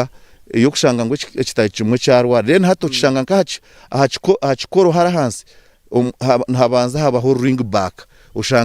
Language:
Nyankole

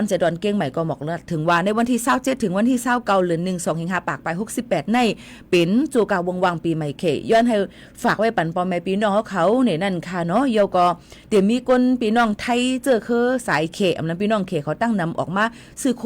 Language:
Shan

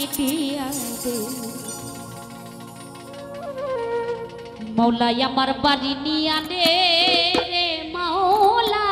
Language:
Bangla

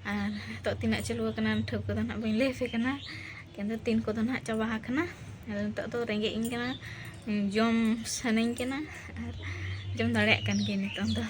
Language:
Santali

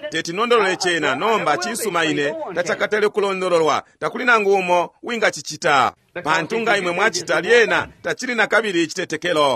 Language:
Bemba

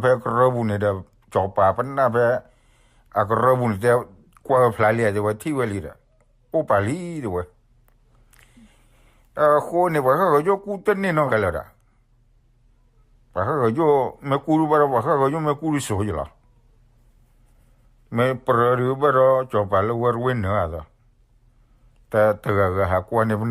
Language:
S'gaw Karen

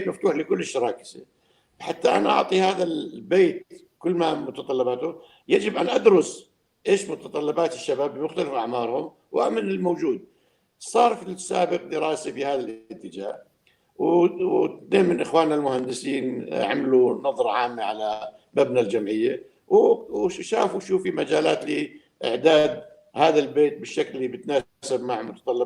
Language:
North Levantine Arabic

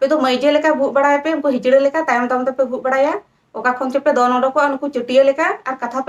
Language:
Santali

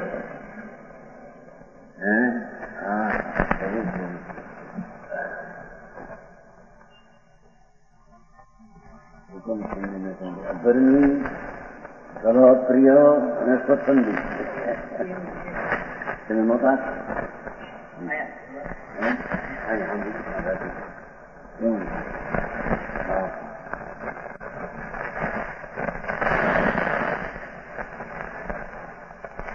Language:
Gujarati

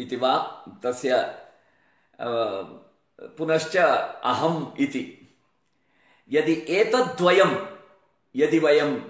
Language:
Sanskrit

